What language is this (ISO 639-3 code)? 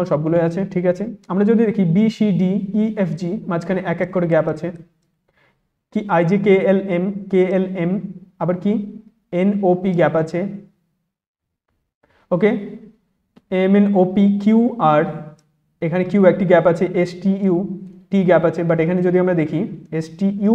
ben